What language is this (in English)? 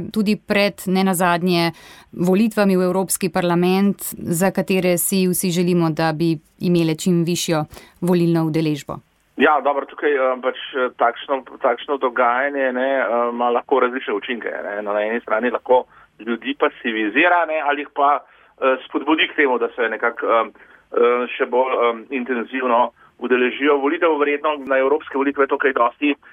Slovenian